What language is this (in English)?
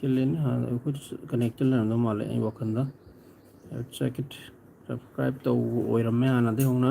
Manipuri